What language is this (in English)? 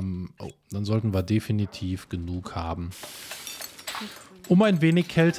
German